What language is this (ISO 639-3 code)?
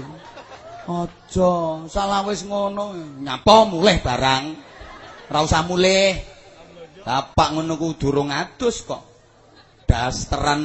jav